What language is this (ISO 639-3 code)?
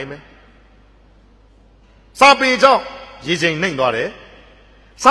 mya